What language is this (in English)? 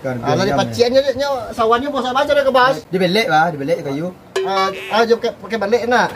Minangkabau